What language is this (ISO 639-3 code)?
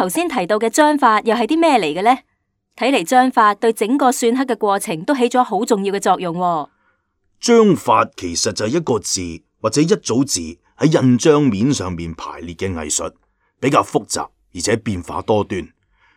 yue